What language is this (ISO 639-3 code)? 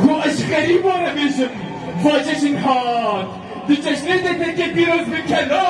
kur